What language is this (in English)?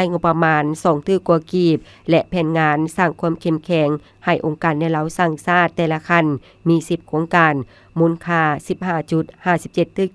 Lao